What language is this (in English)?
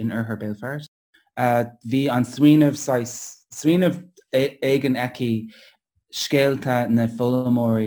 Irish